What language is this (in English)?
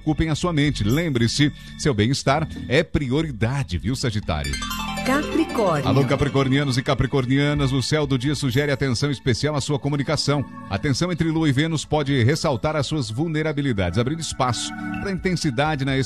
Portuguese